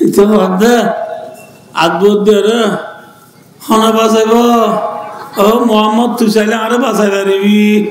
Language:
Rohingya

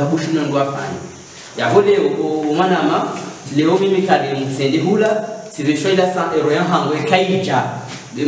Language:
Swahili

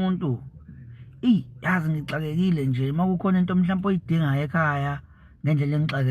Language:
Zulu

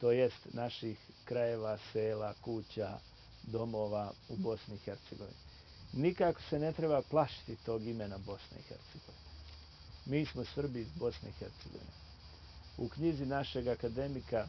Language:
Bosnian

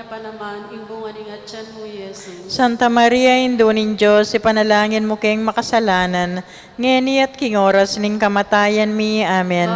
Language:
Pampanga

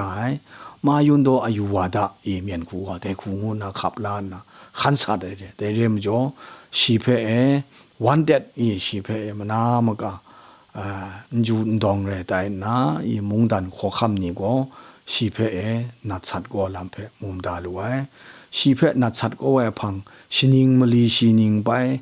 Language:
Kachin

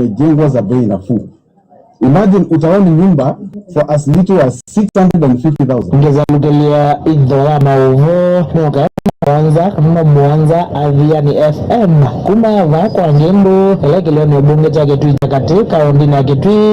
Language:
Kamba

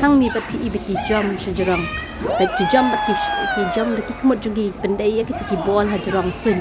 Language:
Khasi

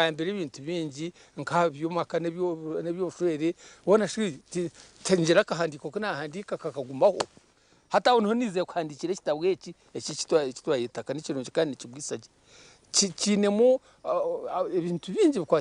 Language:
Nyankole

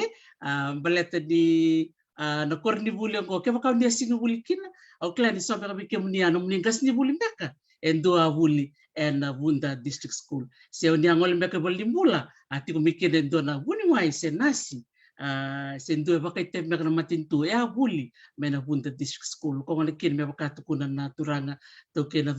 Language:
Fijian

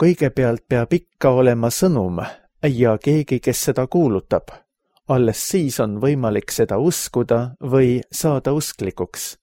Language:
Estonian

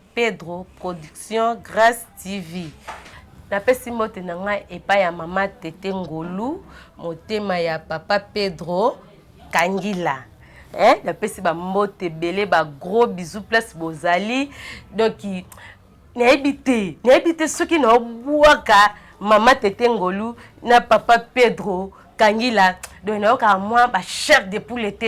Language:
Lingala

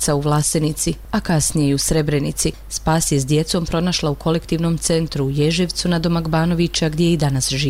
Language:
Bosnian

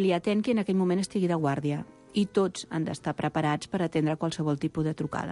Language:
Catalan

